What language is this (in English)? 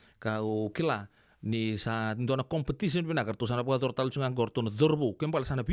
Fijian